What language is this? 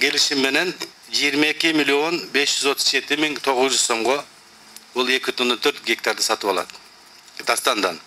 Kyrgyz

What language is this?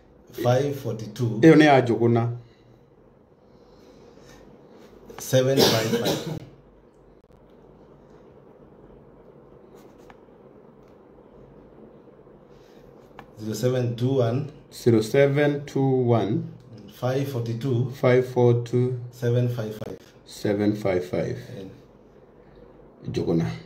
Swahili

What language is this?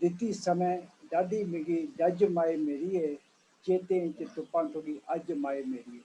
Dogri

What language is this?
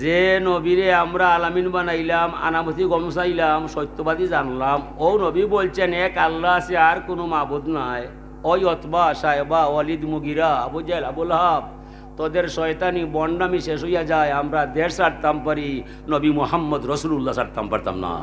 Sylheti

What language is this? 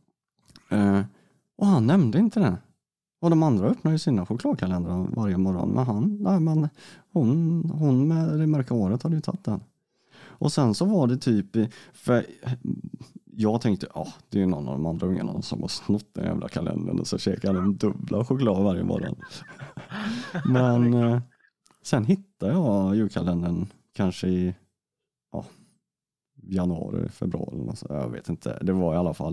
Swedish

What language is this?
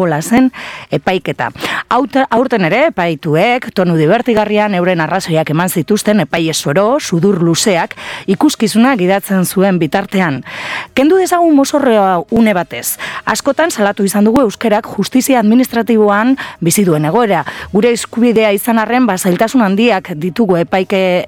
Basque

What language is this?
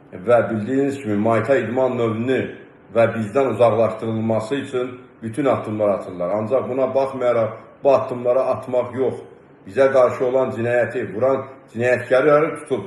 Azerbaijani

